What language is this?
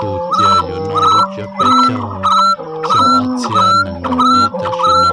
Hmong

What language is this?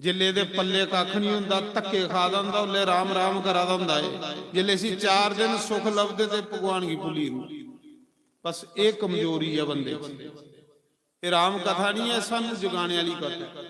Dogri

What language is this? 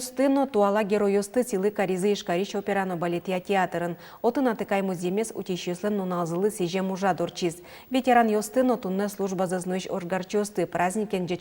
Udmurt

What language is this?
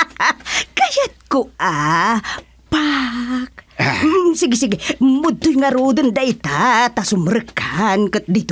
Iloko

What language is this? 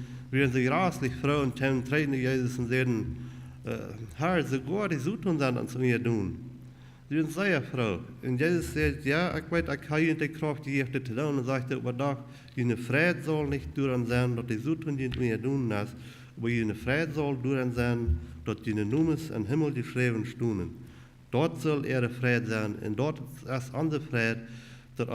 Plautdietsch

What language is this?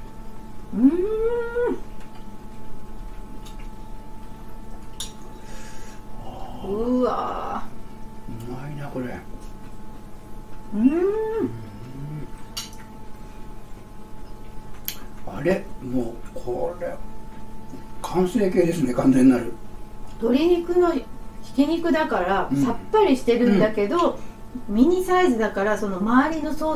Japanese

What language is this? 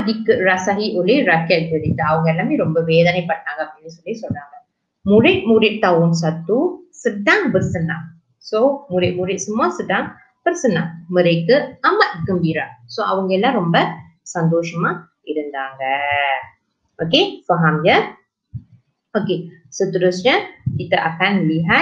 Malay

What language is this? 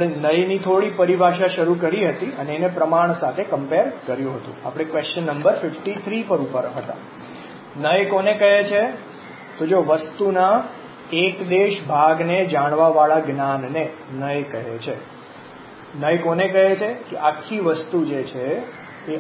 Gujarati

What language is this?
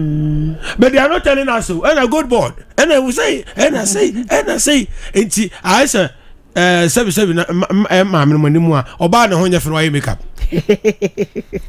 Akan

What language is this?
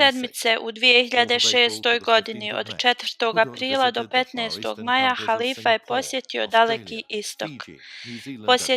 Bosnian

